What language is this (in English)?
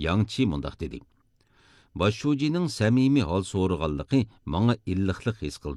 Uyghur